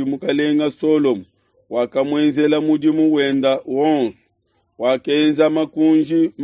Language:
Luba-Lulua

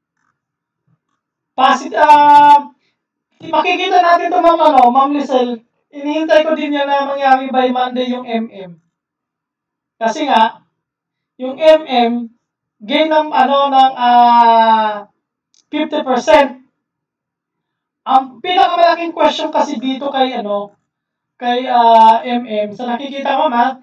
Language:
Filipino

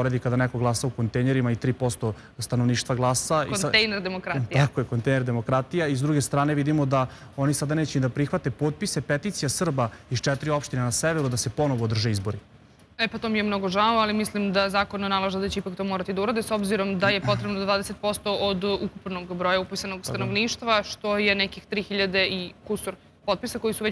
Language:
Serbian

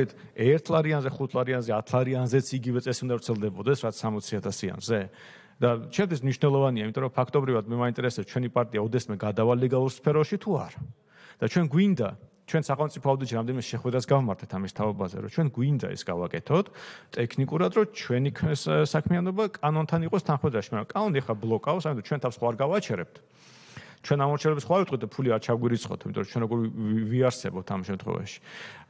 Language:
Georgian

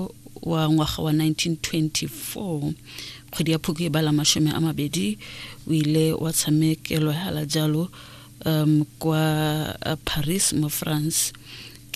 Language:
Tswana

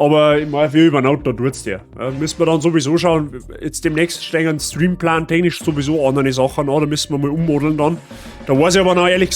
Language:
Bavarian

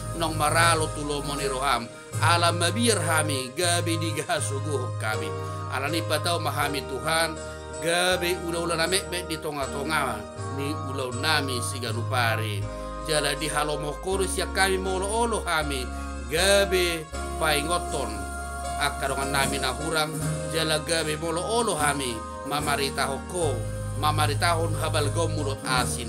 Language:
Batak Toba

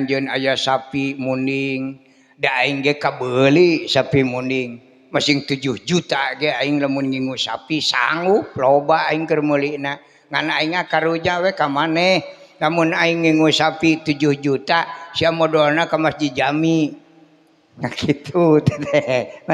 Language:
Sundanese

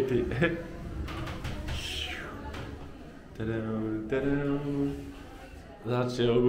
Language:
Polish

